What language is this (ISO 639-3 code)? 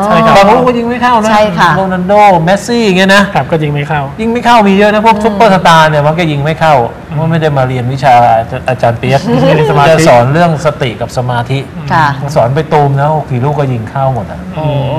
tha